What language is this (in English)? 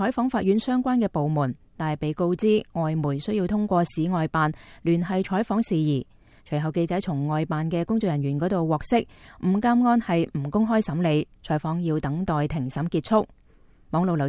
Cantonese